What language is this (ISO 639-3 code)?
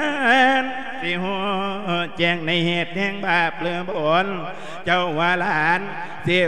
lao